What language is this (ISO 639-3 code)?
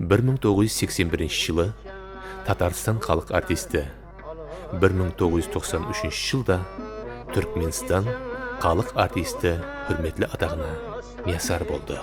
kaa